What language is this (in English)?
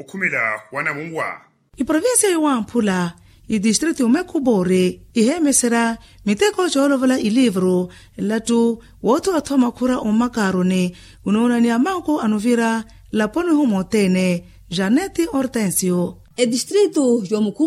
Makhuwa